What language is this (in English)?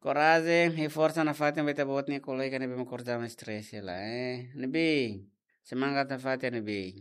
Tetum